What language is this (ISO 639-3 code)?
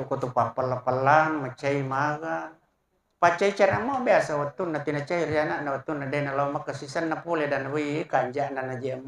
bug